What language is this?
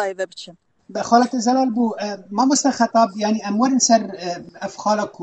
Kurdish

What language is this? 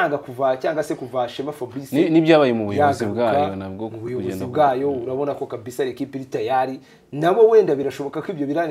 Kinyarwanda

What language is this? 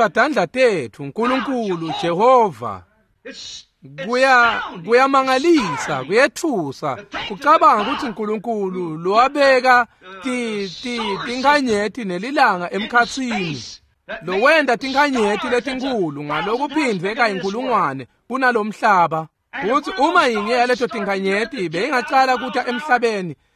Swati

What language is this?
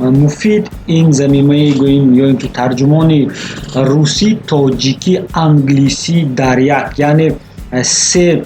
Tajik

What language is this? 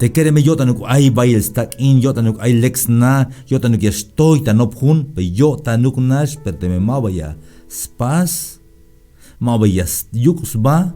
Tzeltal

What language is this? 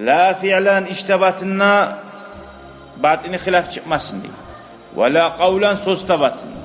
Kumyk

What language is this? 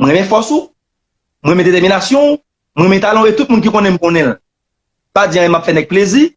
Haitian Creole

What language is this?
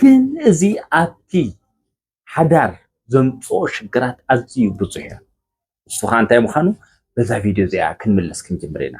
Tigrinya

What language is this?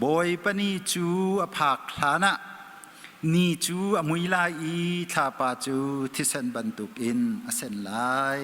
Hakha Chin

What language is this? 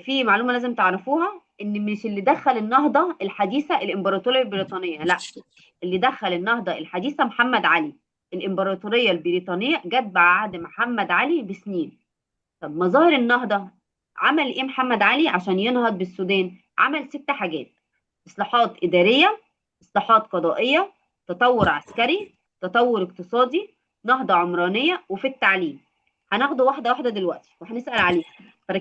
Egyptian Arabic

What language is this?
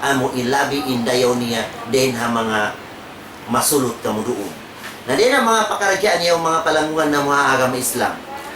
Tausug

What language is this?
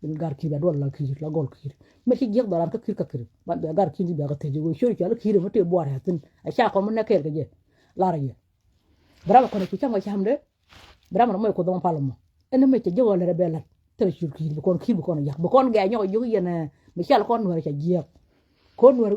Nuer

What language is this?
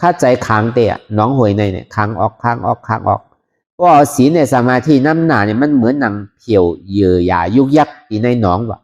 Shan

